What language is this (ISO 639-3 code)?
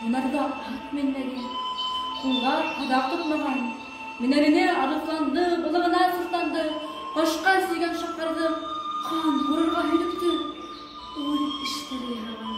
bak